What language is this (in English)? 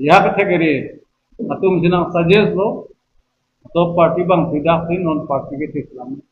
Karbi